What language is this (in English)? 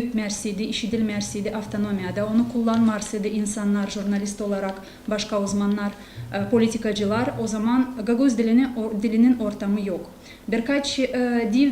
Gagauz